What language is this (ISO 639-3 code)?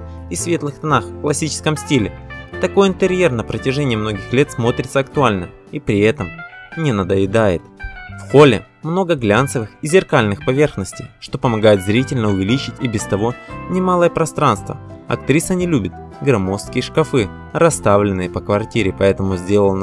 rus